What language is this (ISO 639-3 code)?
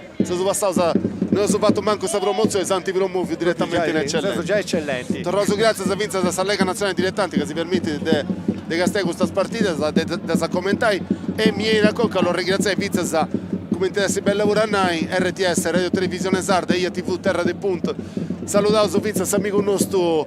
srd